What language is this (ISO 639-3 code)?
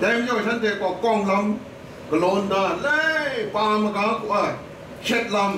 kac